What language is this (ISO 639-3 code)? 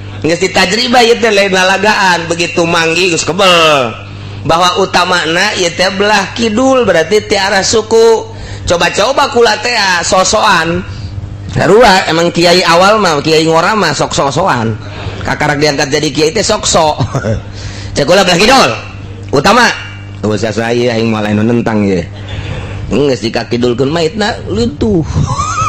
sun